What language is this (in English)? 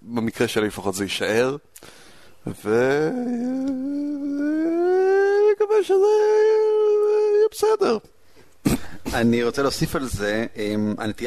Hebrew